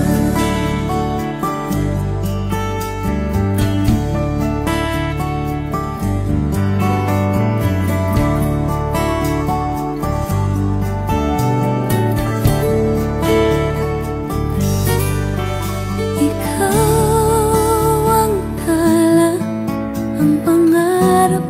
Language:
Filipino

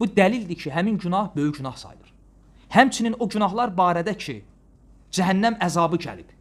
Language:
Azerbaijani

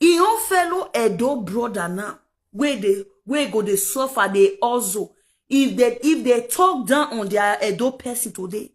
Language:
Nigerian Pidgin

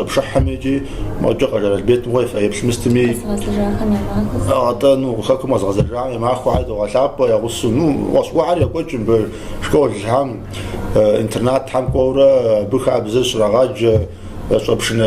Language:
Kabardian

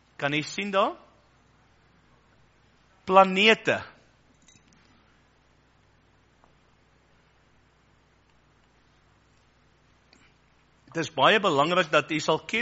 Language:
Afrikaans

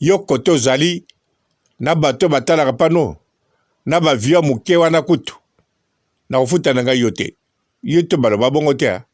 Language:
Lingala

